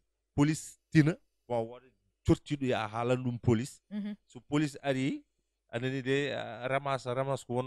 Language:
Fula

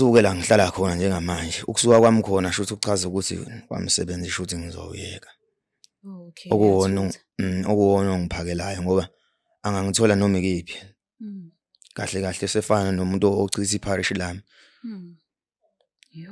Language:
Zulu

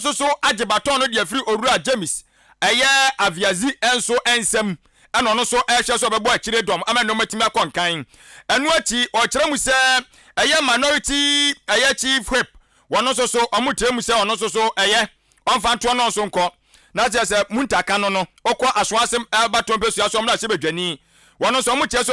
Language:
Akan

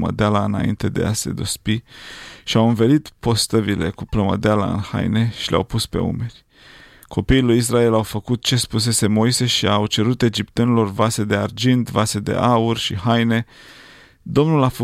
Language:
Romanian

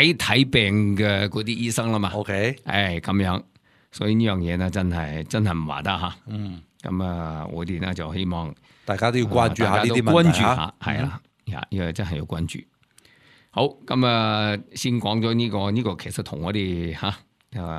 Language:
Cantonese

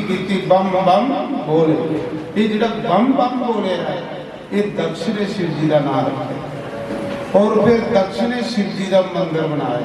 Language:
Dogri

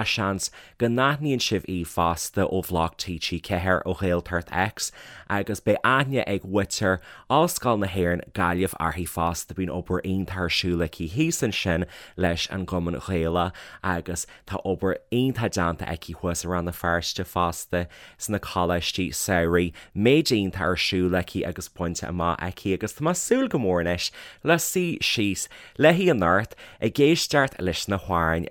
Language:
Irish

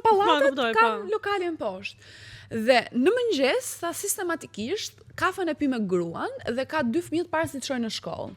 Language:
Albanian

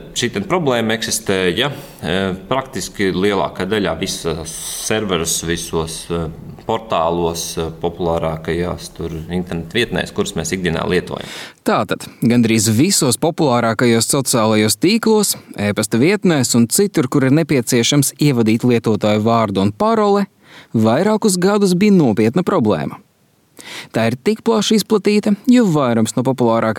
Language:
Latvian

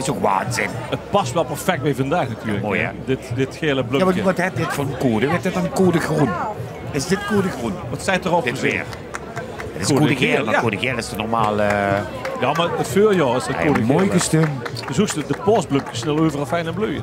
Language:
Limburgish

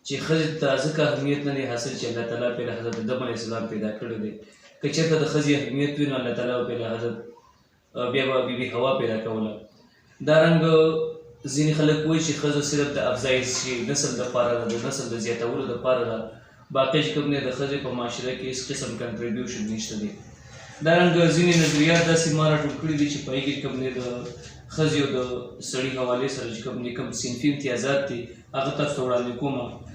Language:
Pashto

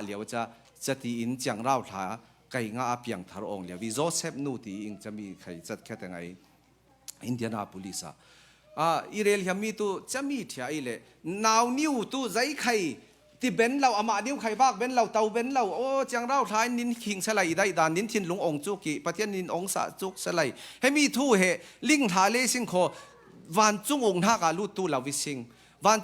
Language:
Falam Chin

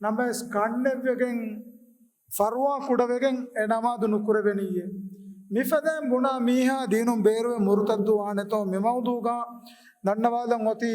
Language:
Divehi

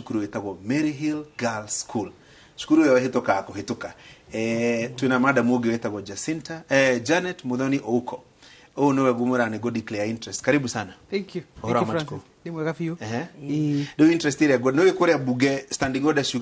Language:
Kikuyu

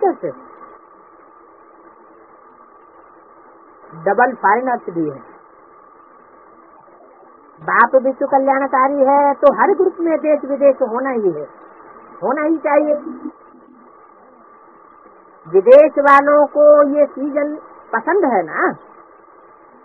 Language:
Hindi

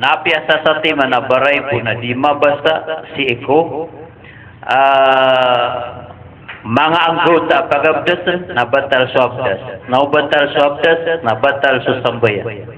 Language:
Maranao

